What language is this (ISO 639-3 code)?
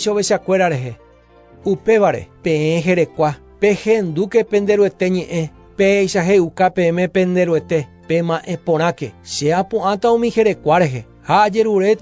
grn